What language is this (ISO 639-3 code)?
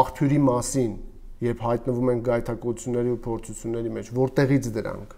hye